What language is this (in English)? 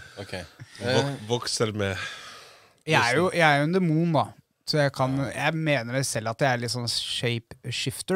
Norwegian